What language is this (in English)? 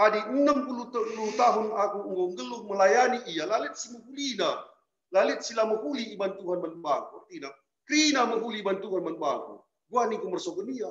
Batak Karo